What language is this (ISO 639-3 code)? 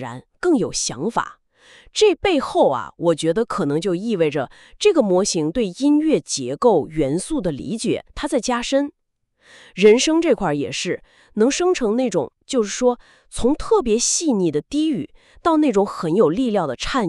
zho